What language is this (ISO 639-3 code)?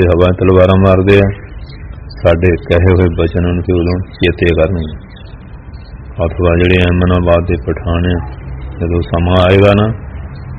pan